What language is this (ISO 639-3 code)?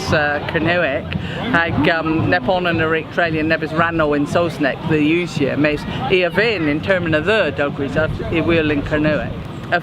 cor